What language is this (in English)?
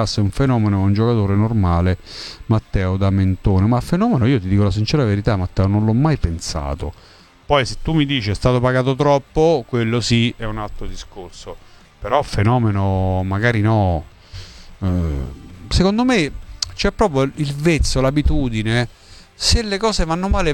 Italian